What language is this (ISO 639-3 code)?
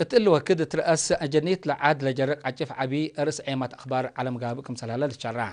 tig